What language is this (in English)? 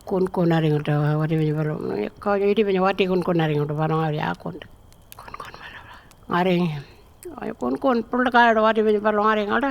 Pitjantjatjara